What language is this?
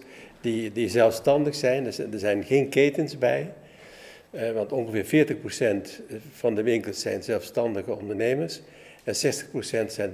Dutch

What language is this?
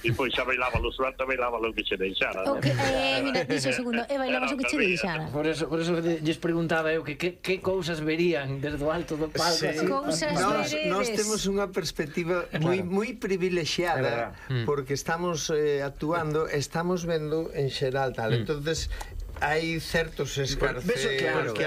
Galician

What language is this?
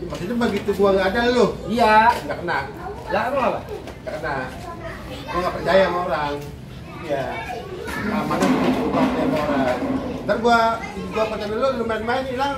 Betawi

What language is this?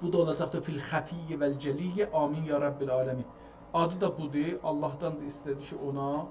South Azerbaijani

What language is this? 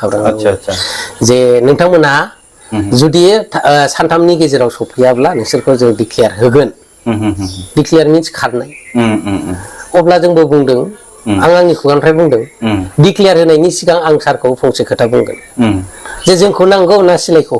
Bodo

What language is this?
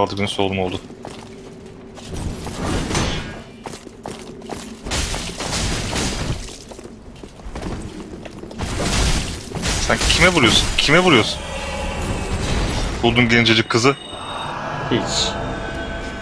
Turkish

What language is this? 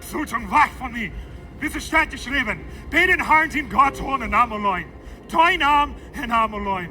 Plautdietsch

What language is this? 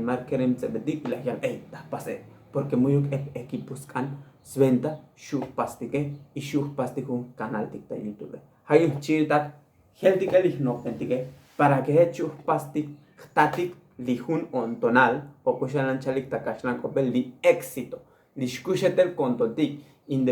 Tzotzil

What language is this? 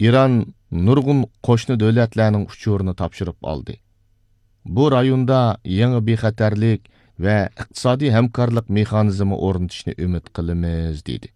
Uyghur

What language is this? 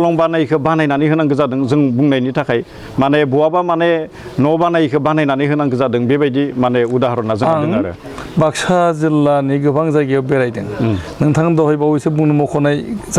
Bodo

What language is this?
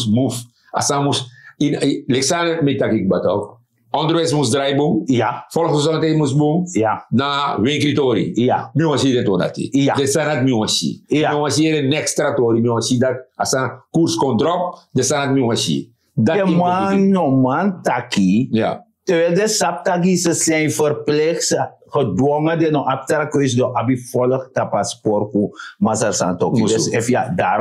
Sranan Tongo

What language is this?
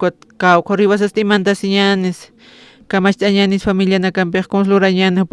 Aymara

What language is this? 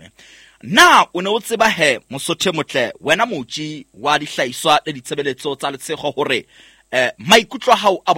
Southern Sotho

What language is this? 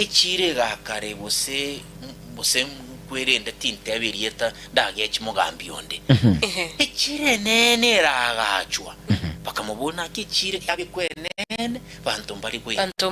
Gusii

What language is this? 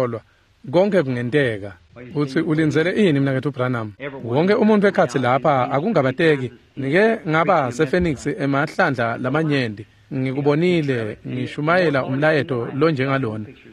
Swati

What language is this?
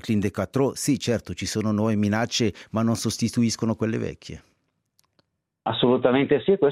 Italian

